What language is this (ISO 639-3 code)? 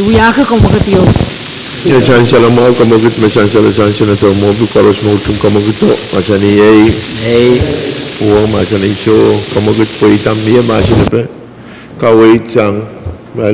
pon